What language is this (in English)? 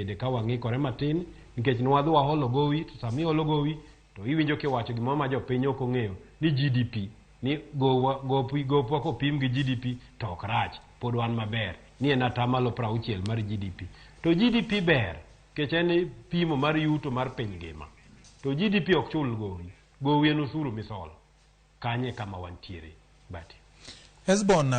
Luo (Kenya and Tanzania)